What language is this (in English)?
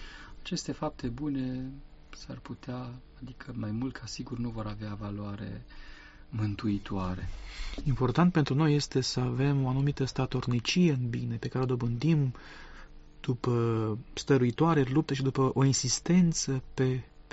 Romanian